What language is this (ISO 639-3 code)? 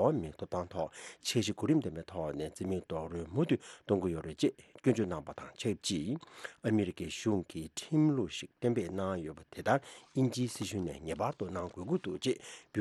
bod